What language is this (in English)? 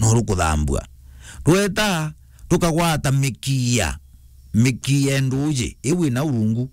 Meru